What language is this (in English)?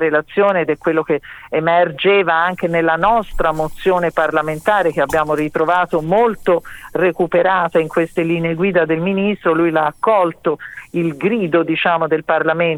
Italian